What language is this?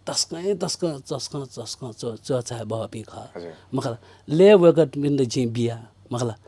Newari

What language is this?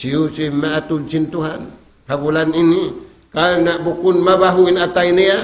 Tausug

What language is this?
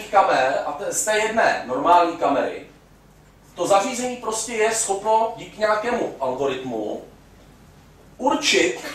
Czech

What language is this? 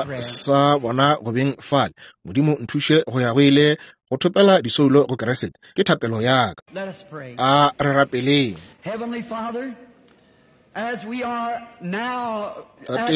Northern Sotho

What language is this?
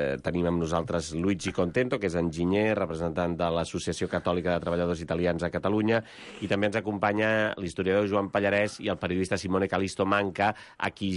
Catalan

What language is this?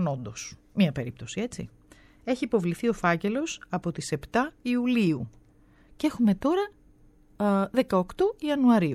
Greek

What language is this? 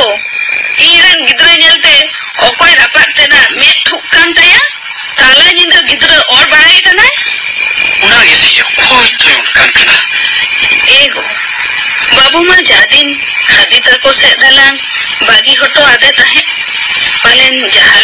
Santali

